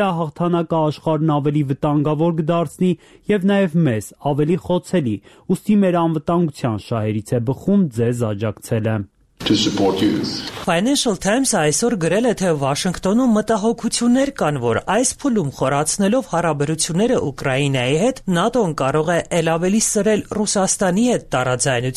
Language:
Armenian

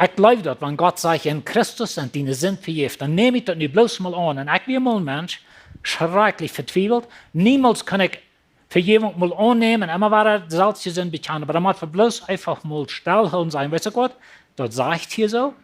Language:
Plautdietsch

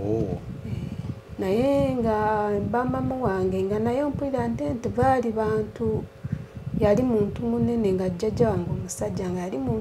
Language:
Ganda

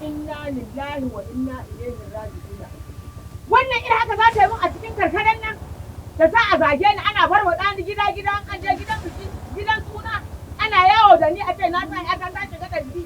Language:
Hausa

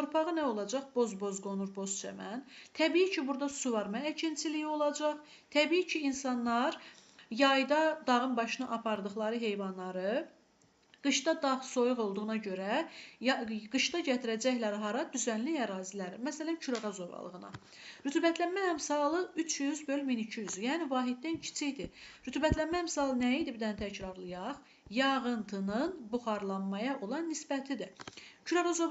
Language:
Azerbaijani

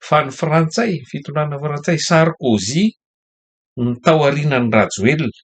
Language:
Malagasy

